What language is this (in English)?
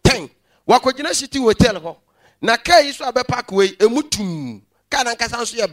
Akan